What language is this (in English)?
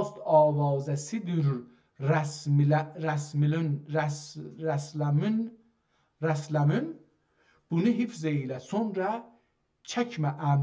South Azerbaijani